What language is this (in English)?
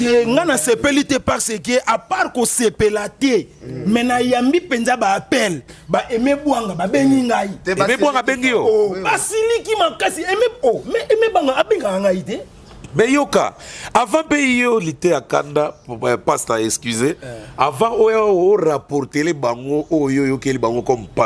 Lingala